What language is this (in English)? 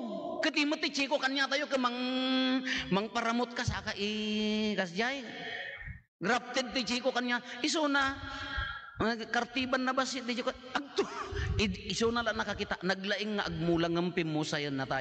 Iloko